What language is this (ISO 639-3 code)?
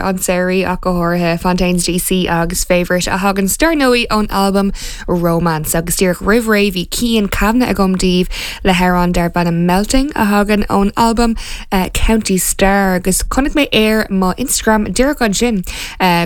gle